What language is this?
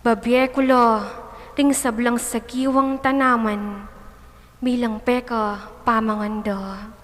Pampanga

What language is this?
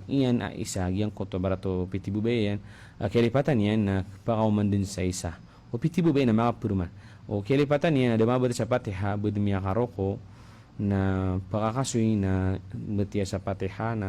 Maranao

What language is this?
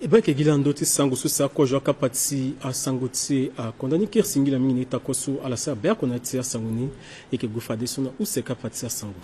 Sango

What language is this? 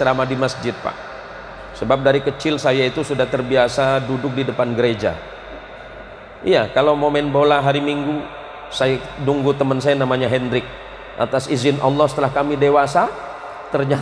Indonesian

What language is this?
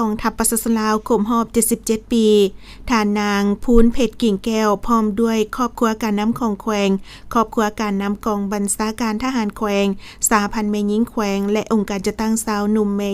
Lao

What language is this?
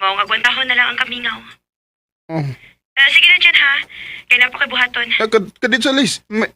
Cebuano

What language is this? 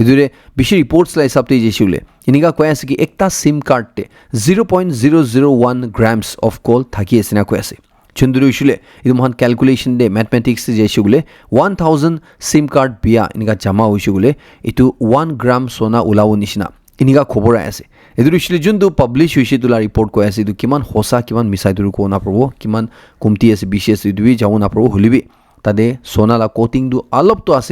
Naga Pidgin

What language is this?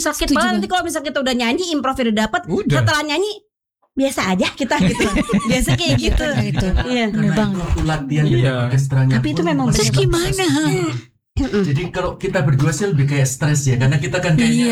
Indonesian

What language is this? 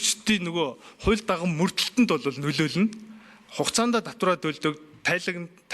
Mongolian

